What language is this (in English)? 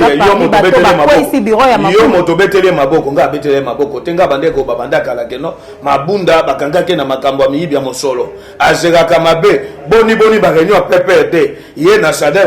Lingala